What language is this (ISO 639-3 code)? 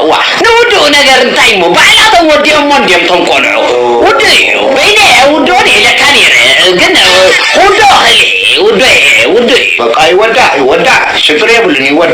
tir